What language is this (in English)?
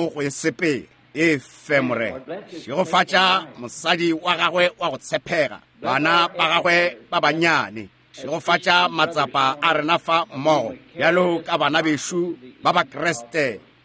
Northern Sotho